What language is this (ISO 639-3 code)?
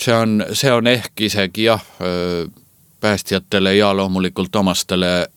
est